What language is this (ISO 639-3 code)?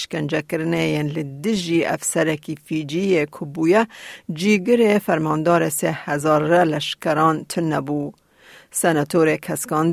kur